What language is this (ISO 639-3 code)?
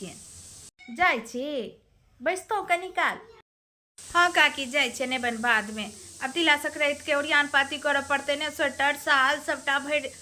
mai